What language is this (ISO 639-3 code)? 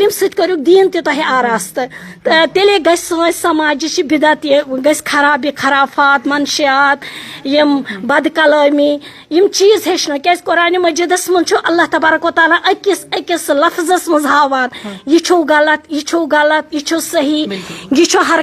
kas